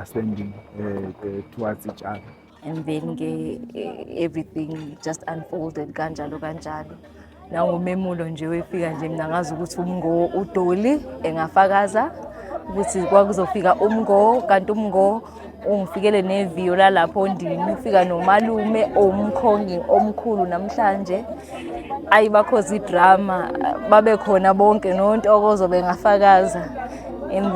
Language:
Zulu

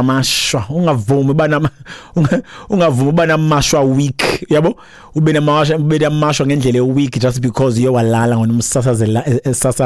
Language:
Xhosa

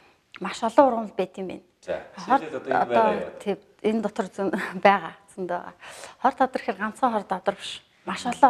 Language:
Mongolian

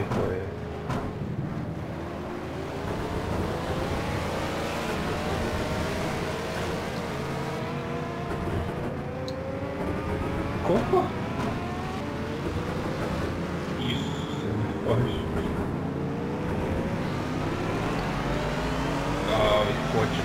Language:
Croatian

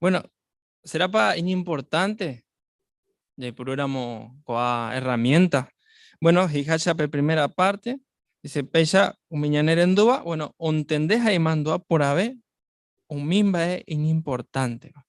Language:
Guarani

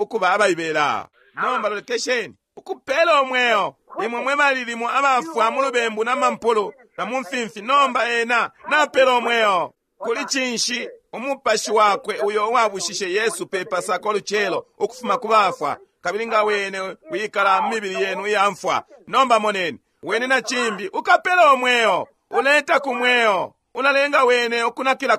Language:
Bemba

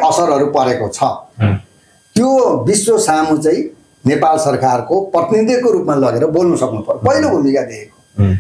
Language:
Nepali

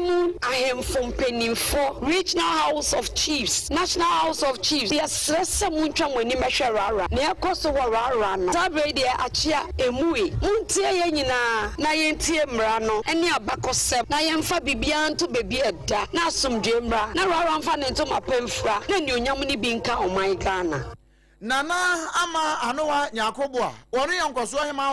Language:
Akan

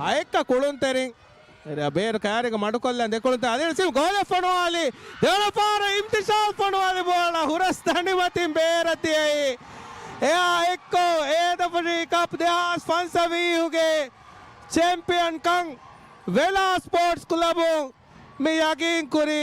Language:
Divehi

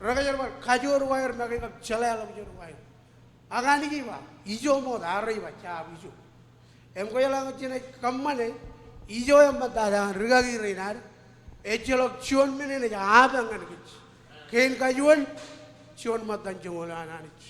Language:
Marshallese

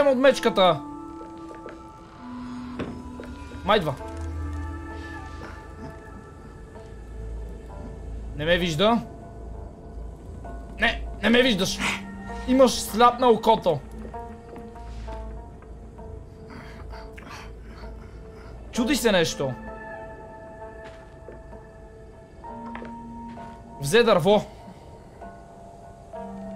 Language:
Bulgarian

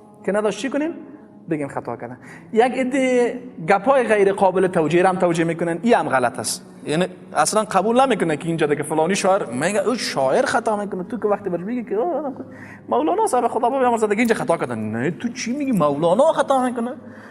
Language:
Persian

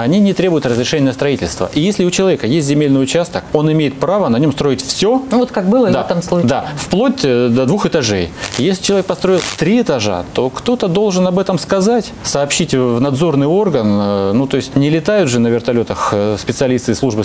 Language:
Russian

